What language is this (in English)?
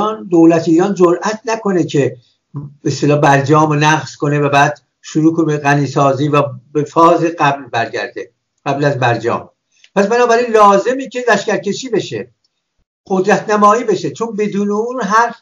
Persian